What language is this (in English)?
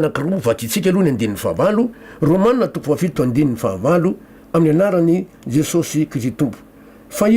Malagasy